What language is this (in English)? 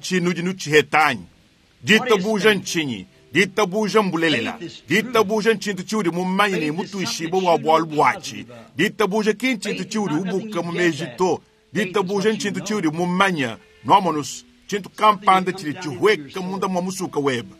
Luba-Lulua